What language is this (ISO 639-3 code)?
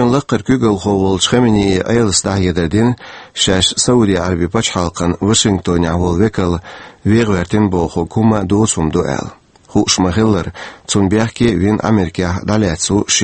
che